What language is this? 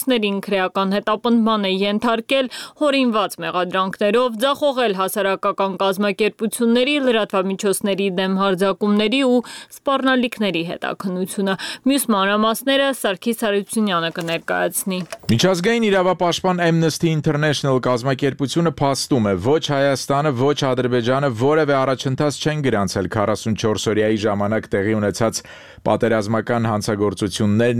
Armenian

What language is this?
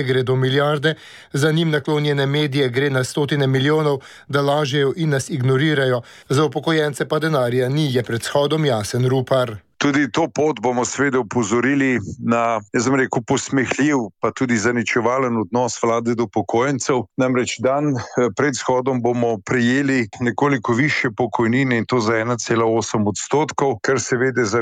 Slovenian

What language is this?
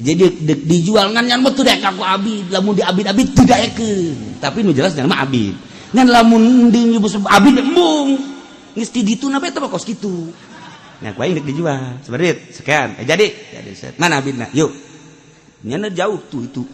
Sundanese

